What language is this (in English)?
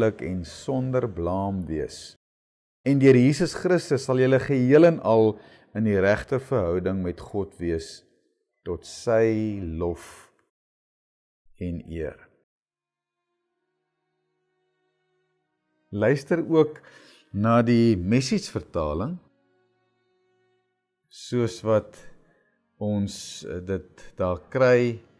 Afrikaans